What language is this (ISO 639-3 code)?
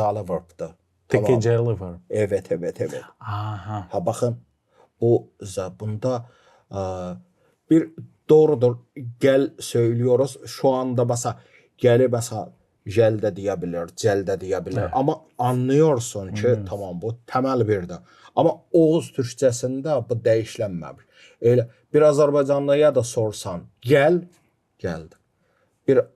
gag